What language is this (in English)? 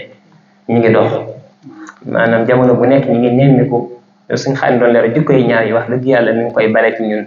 Wolof